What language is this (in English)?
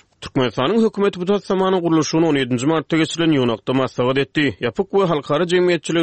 Turkmen